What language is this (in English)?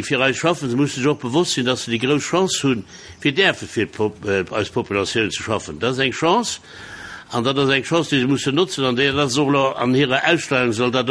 Luxembourgish